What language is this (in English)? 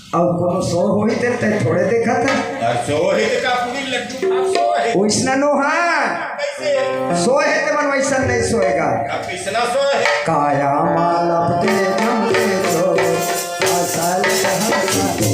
Chhattisgarhi